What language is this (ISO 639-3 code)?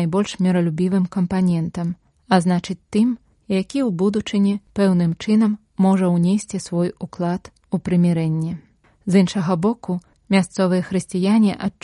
bel